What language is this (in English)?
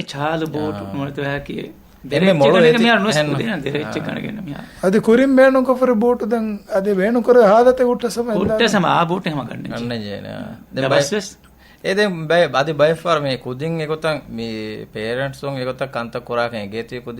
Divehi